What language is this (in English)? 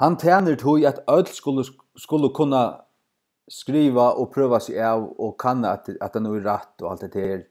Faroese